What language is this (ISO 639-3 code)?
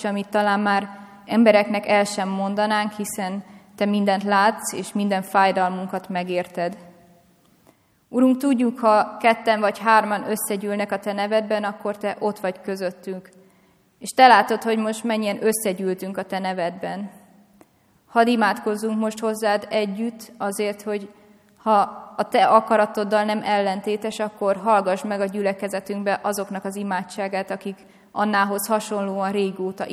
hun